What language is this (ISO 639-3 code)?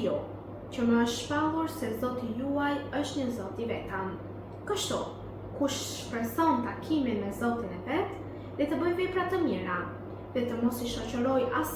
sqi